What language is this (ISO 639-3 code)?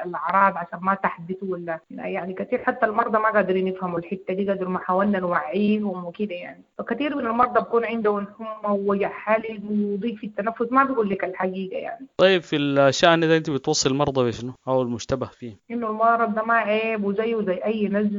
apd